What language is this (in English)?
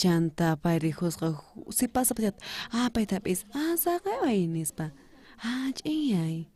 South Bolivian Quechua